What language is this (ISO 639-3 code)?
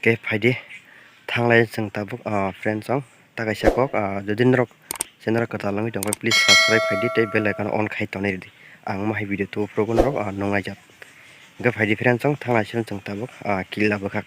trp